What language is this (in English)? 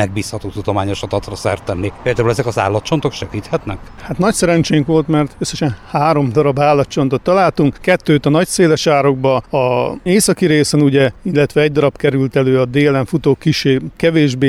Hungarian